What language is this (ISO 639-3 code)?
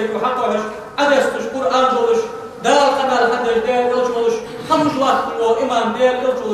inh